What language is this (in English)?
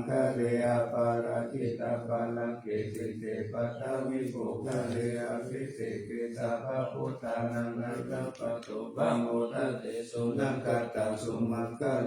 Pali